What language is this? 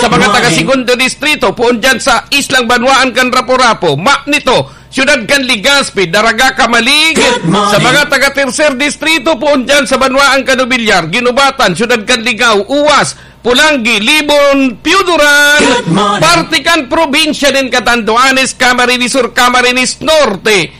Bikol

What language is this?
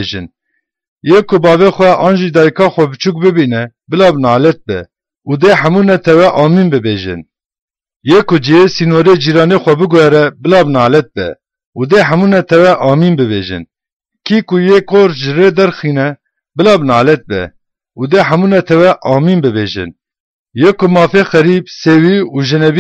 Kurdish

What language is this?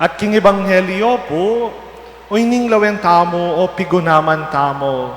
Pampanga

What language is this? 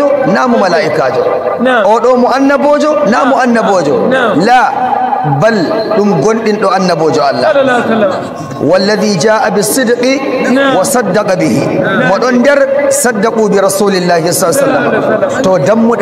Nigerian Fulfulde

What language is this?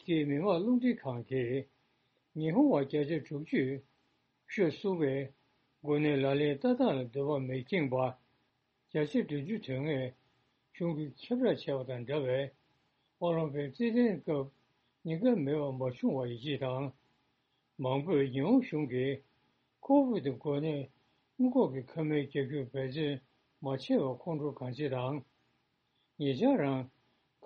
Tibetan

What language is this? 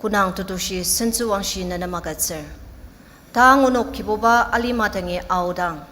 Ao Naga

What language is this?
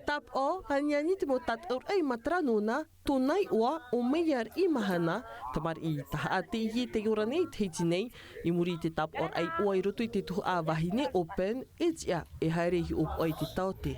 Tahitian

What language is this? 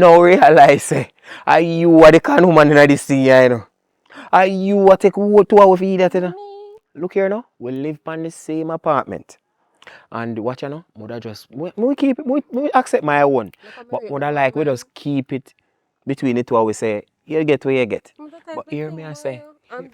Jamaican Creole English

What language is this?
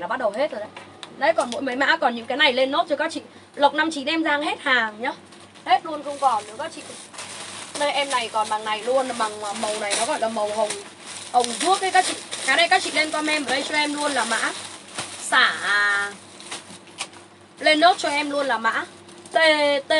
Vietnamese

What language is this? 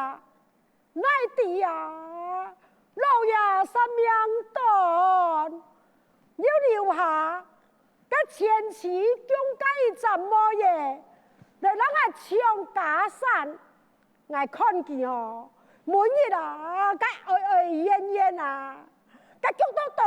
Hakka Chinese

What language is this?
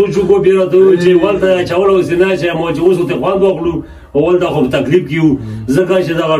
Pashto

